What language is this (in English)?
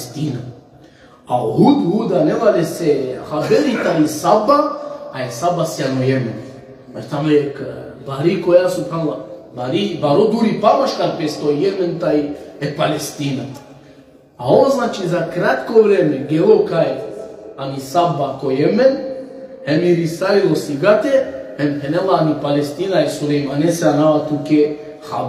Balkan Romani